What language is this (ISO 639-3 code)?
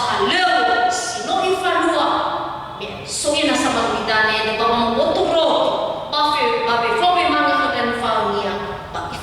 nia